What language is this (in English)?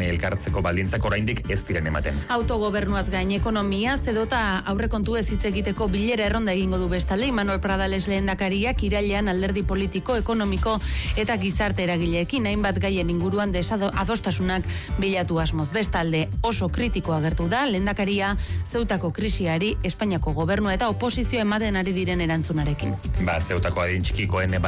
Basque